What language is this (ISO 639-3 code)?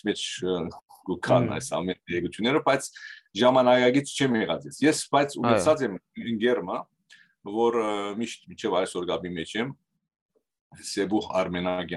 hyw